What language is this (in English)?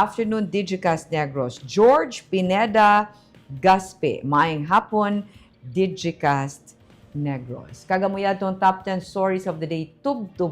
Hiligaynon